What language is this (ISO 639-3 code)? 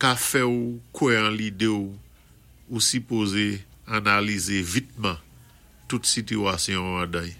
acf